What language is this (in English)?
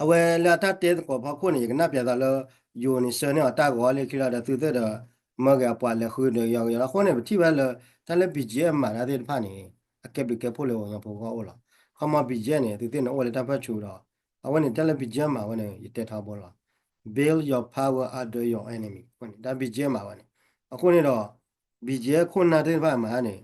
S'gaw Karen